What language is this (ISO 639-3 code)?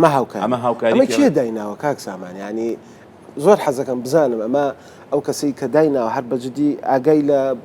ckb